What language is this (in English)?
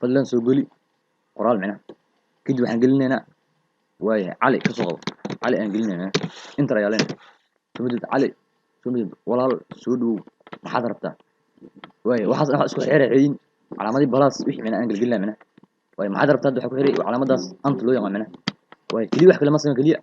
Somali